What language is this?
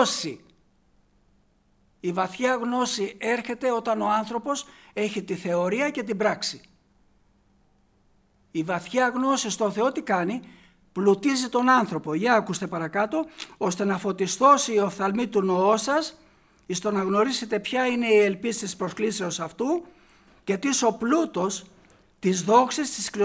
Greek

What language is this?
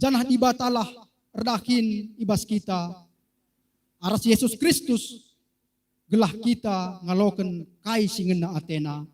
Batak Karo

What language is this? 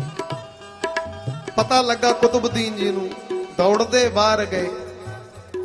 Punjabi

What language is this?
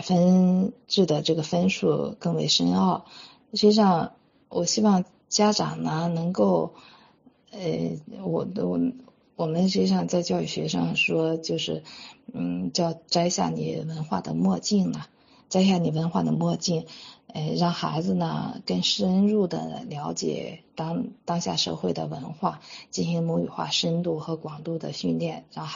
Chinese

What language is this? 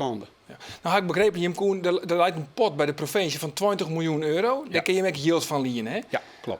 Western Frisian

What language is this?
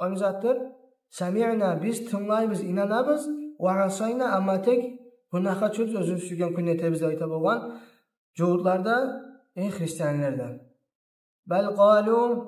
Kumyk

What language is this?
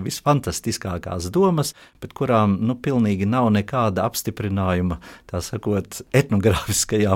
Latvian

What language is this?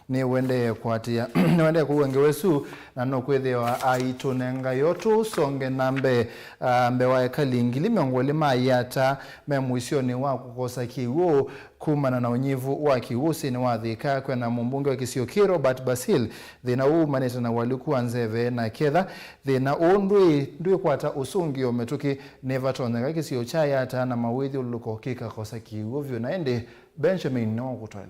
Kamba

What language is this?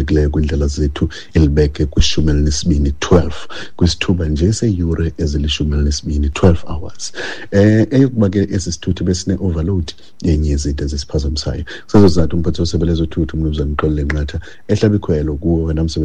Xhosa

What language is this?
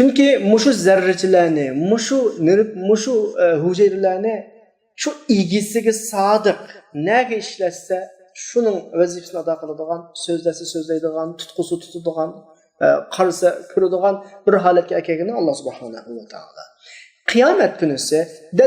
Uyghur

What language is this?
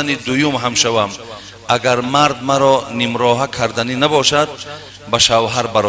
Tajik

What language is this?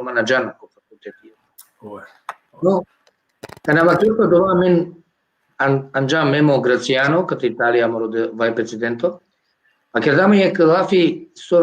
Balkan Romani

